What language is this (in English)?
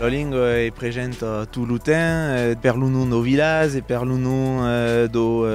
Occitan